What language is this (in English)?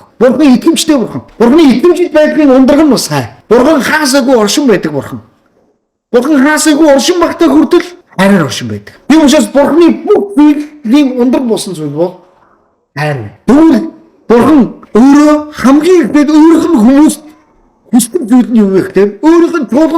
Mongolian